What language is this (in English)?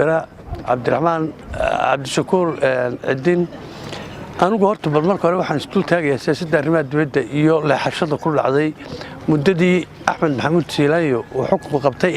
Somali